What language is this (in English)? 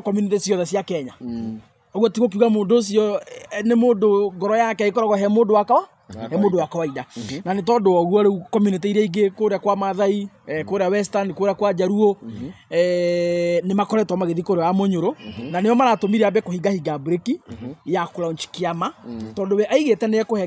Kikuyu